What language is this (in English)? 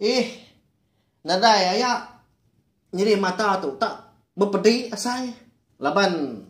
Iban